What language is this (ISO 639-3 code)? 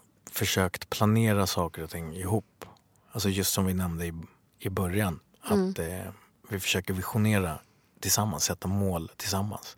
swe